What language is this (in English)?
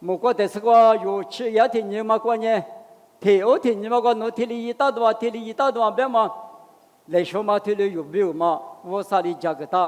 Lisu